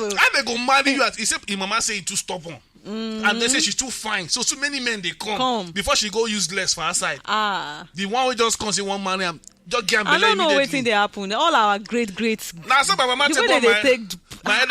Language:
Nigerian Pidgin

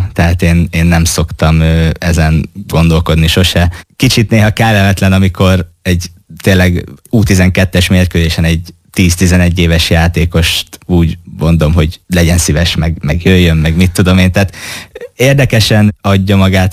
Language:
Hungarian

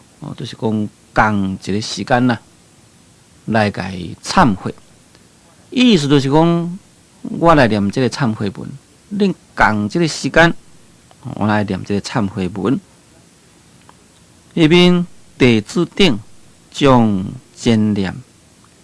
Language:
Min Nan Chinese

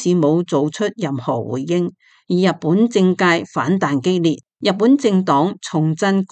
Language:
Cantonese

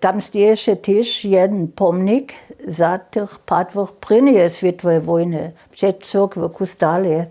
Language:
Upper Sorbian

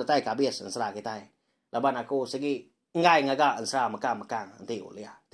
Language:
Iban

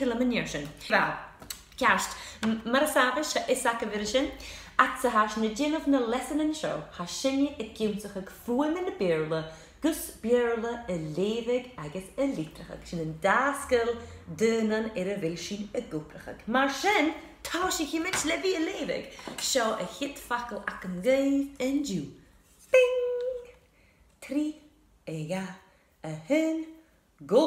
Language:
Scottish Gaelic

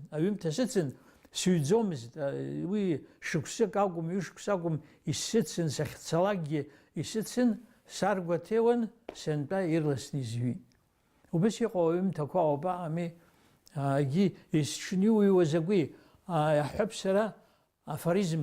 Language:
Abkhazian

